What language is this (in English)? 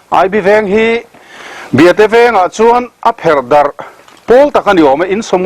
Mizo